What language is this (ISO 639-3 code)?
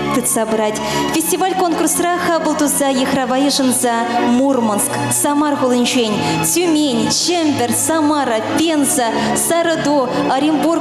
chv